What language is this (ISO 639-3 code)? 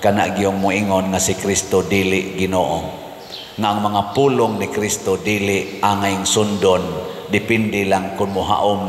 ceb